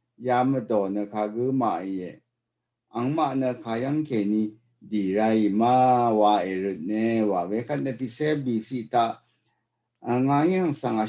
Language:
Rawang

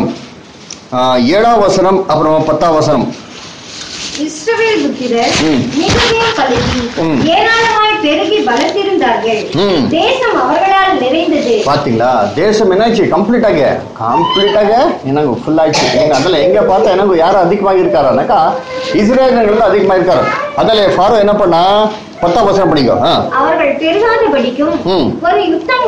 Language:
Tamil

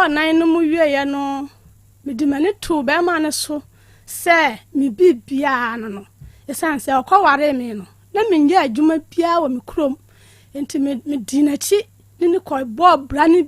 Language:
Akan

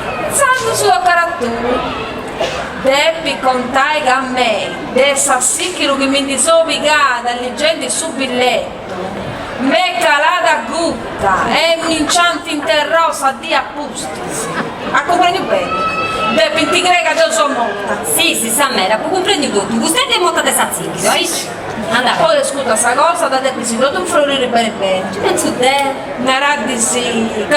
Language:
Sardinian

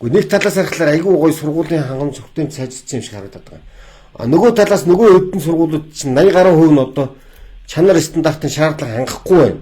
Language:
Mongolian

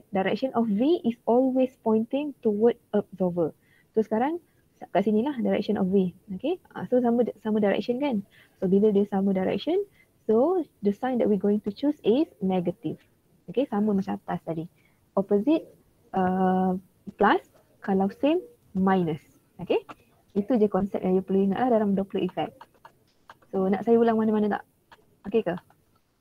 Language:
Malay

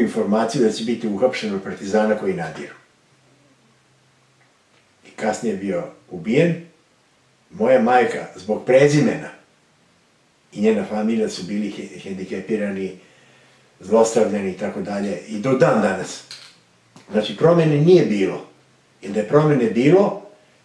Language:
Serbian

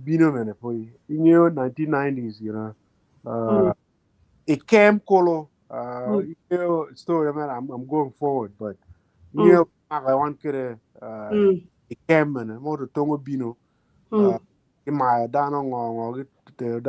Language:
Acoli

